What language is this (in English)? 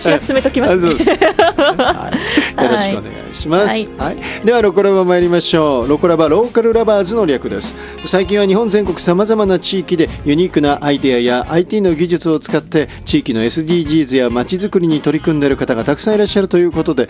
Japanese